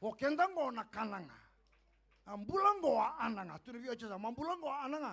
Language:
Fijian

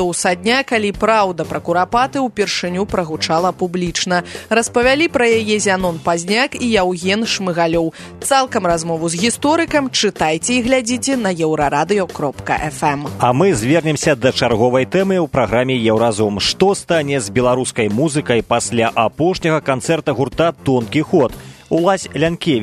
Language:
Belarusian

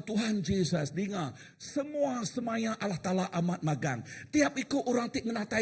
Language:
Iban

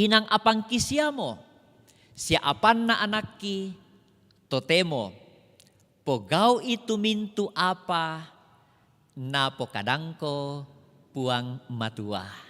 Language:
Toraja-Sa'dan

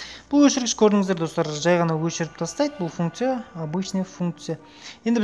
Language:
Kazakh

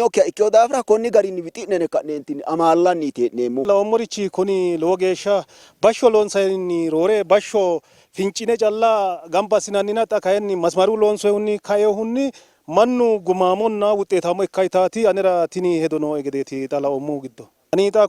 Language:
Sidamo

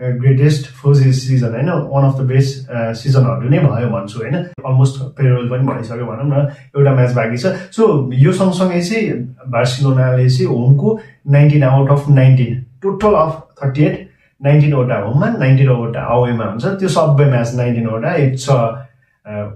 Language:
Nepali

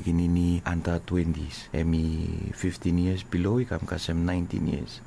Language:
Bislama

